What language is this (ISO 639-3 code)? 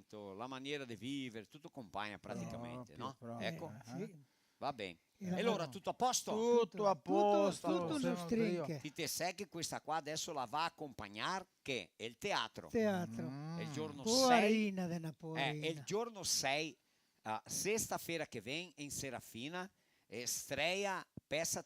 vec